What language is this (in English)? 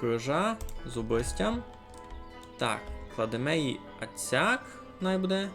Rusyn